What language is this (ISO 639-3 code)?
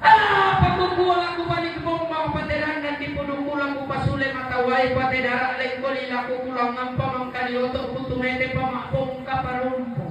sda